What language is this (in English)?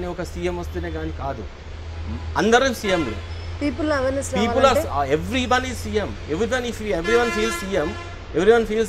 Telugu